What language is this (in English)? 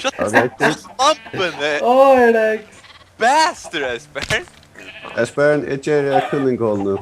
Faroese